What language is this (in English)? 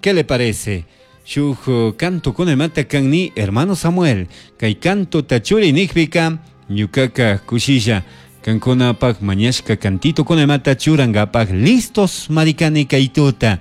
Chimborazo Highland Quichua